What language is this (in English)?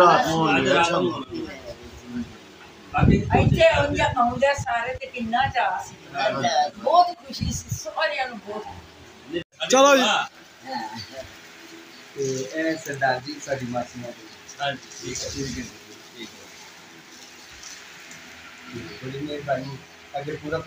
Punjabi